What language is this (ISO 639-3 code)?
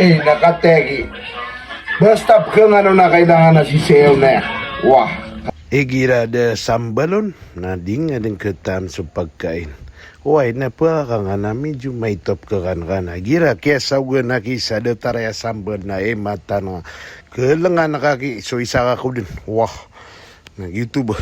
mrw